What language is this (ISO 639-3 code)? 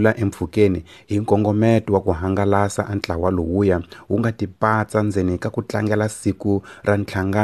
tso